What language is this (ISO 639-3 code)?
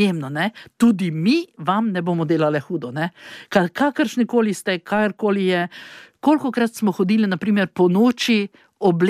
slv